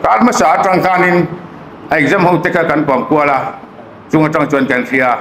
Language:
Hmar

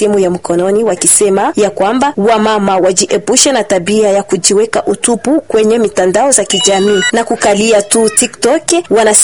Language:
Swahili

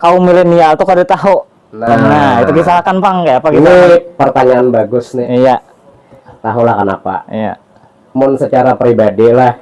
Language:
Banjar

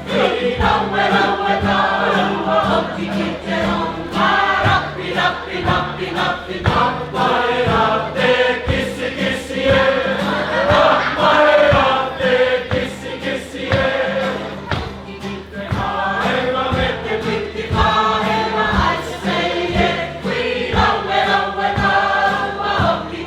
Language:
Māori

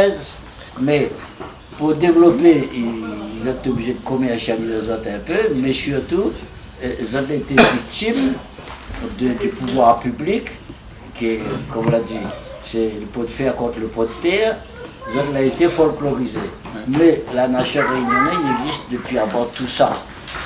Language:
Réunion Creole French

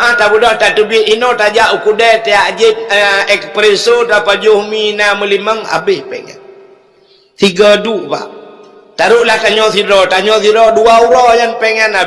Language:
Achinese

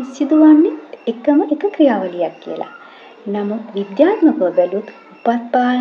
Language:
Sinhala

